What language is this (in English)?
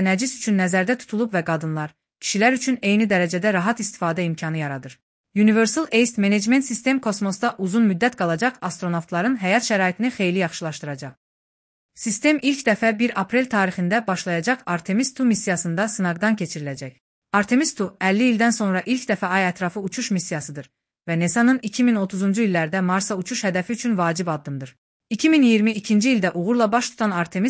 Azerbaijani